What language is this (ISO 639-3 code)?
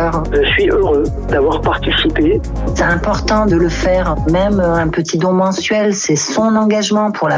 fra